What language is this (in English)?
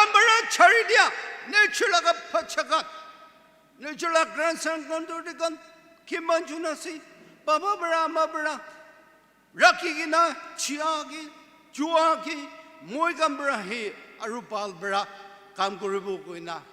Naga Pidgin